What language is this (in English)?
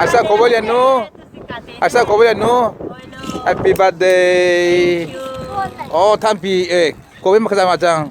Hakha Chin